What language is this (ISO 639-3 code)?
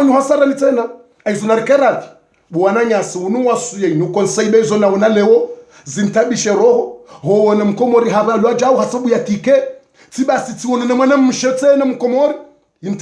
zdj